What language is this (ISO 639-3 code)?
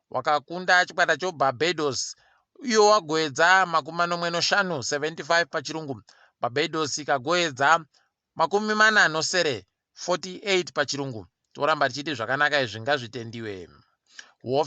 ndc